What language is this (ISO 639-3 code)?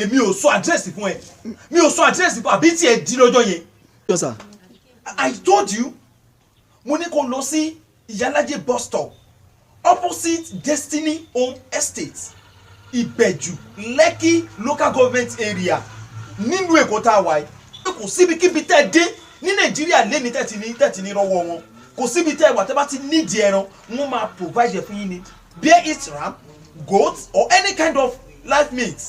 yor